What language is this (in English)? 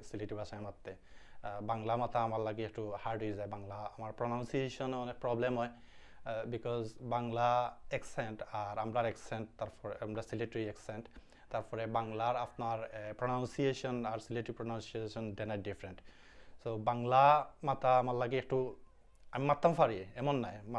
Sylheti